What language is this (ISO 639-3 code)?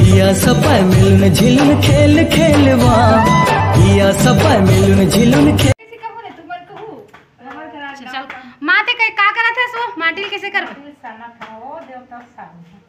hne